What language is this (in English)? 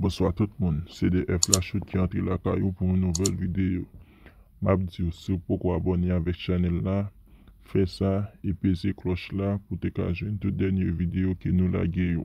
Haitian Creole